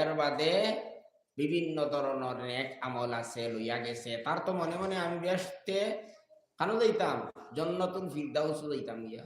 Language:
Sylheti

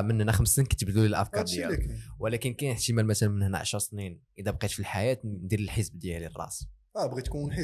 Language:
Moroccan Arabic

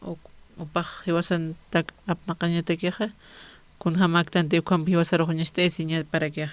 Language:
Aymara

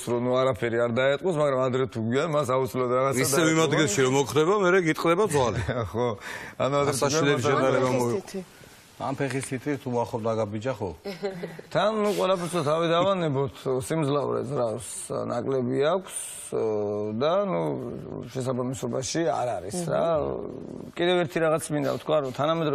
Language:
Georgian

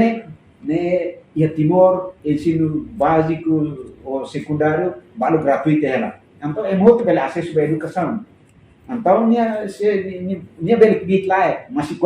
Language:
Tetum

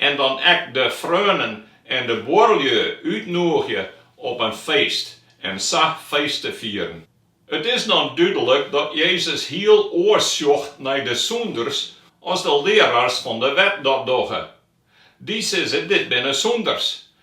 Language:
Western Frisian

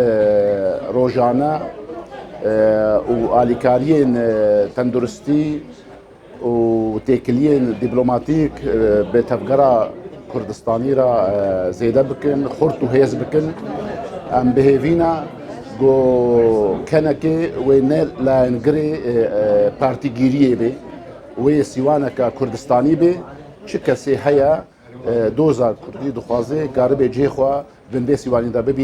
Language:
Kurdish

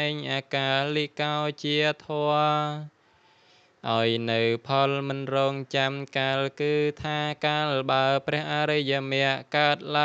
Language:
Khmer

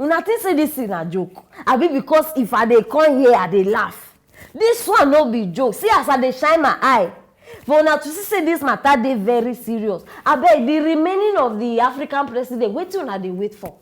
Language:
Nigerian Pidgin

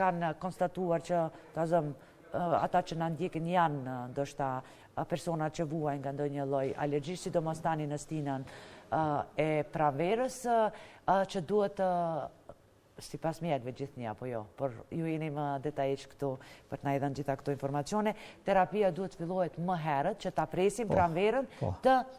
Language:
Albanian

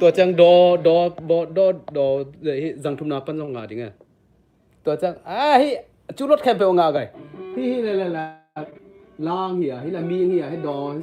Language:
Tedim Chin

